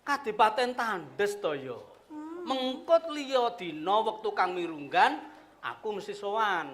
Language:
Javanese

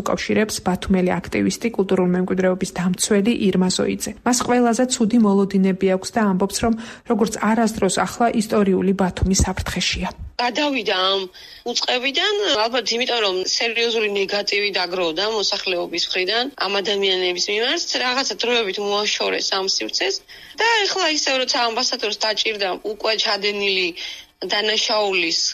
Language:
Georgian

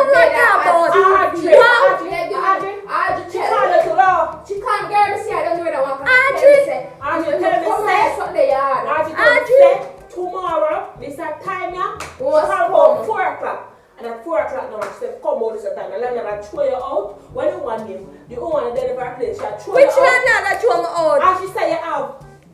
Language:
Jamaican Creole English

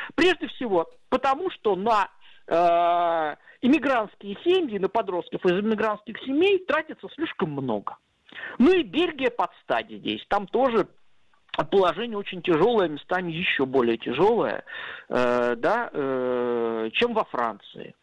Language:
Russian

